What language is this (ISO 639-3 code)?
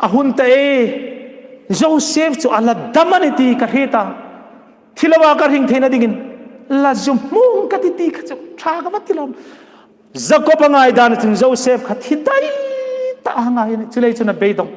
hmr